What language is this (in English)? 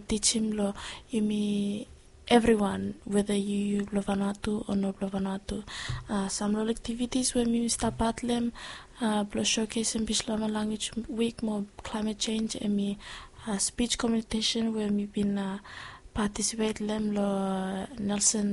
Bislama